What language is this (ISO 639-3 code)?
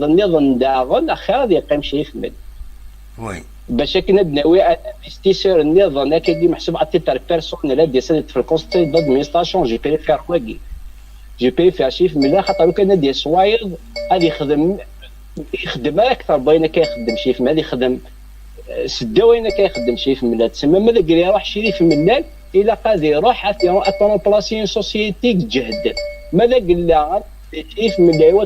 kab